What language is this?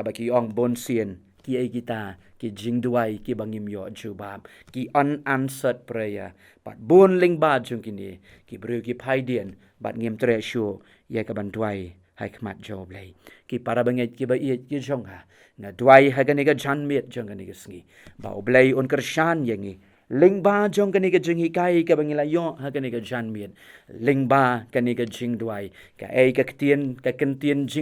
Khasi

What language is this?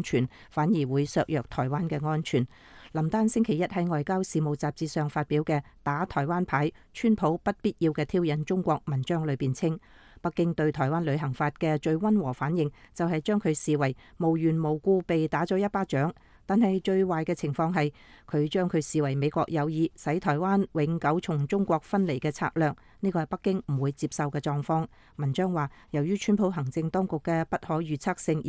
Cantonese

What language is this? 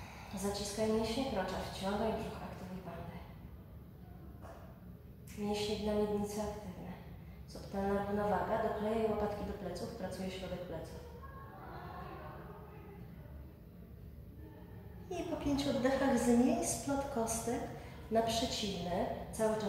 Polish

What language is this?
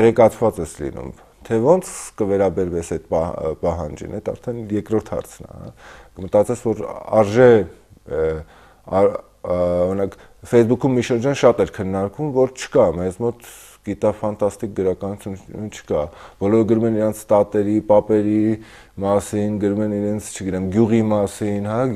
Armenian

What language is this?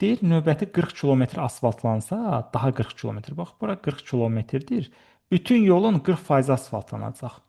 Azerbaijani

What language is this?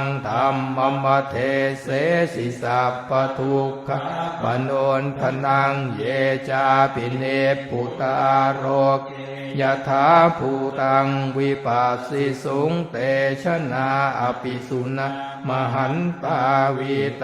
Pali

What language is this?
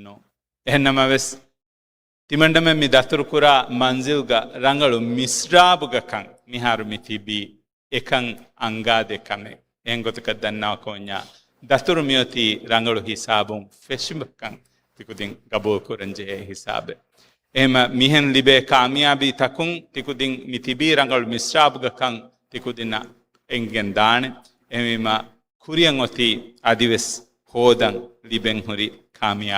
Divehi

